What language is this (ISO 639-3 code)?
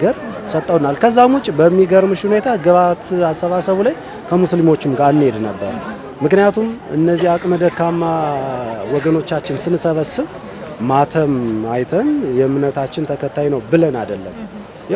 amh